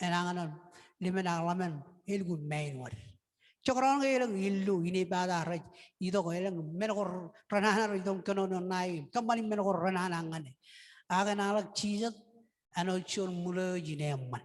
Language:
Marshallese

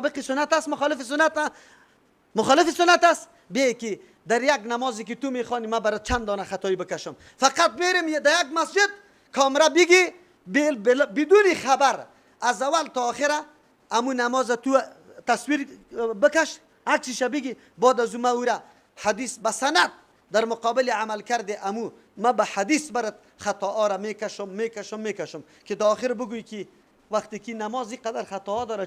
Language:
Persian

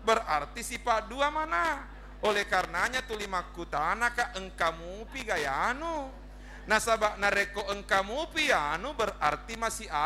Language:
Buginese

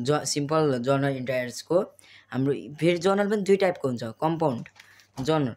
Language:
Nepali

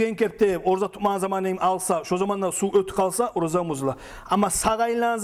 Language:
Kumyk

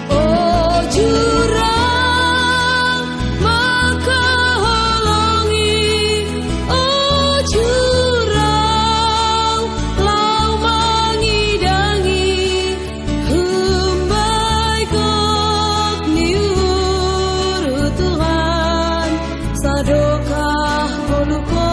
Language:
Batak Simalungun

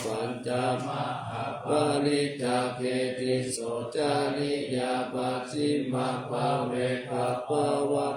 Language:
Pali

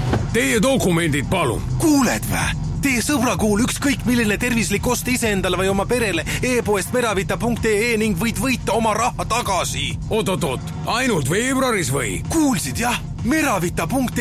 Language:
Estonian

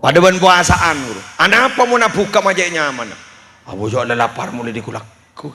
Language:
Madurese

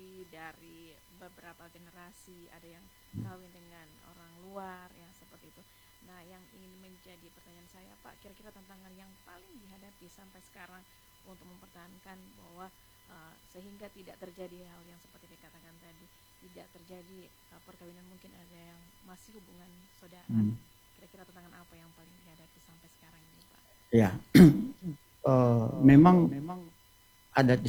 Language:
Indonesian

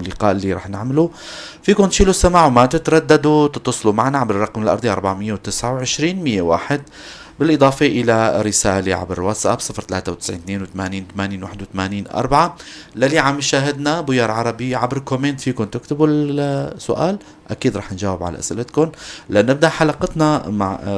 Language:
North Levantine Arabic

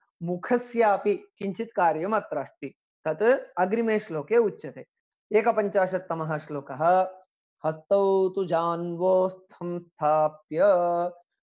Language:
Sanskrit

